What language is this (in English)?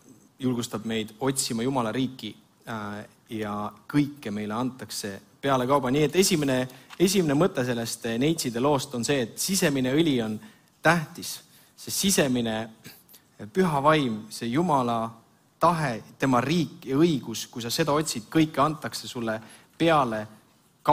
Estonian